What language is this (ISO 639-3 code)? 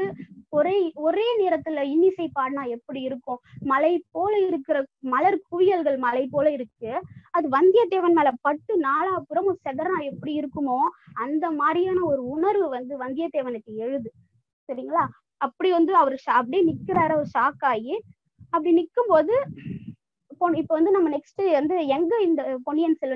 tam